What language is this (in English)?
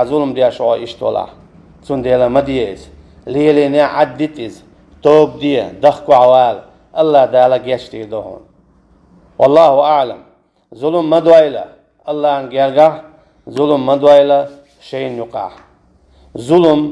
Chechen